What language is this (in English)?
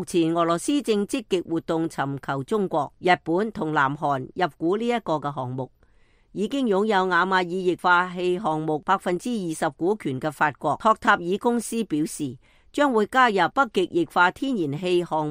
Cantonese